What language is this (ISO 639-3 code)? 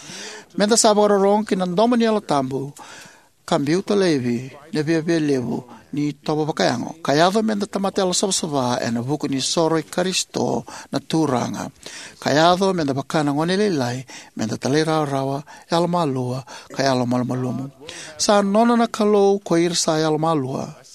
fij